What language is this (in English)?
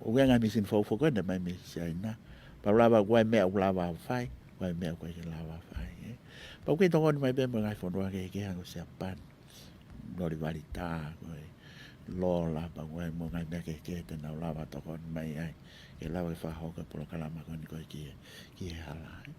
Tongan